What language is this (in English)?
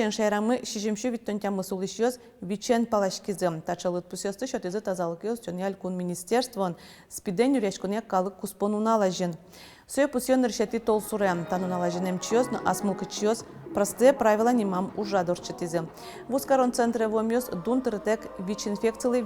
Udmurt